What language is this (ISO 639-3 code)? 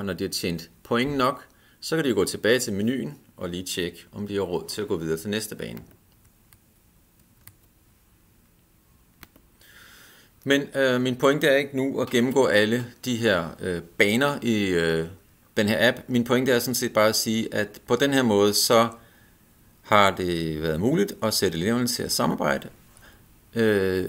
dan